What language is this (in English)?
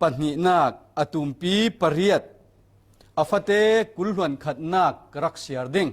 Falam Chin